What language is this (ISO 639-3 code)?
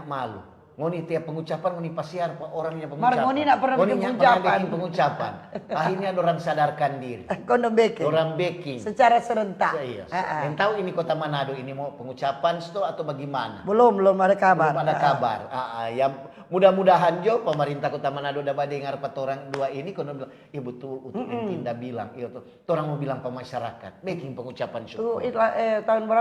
xmm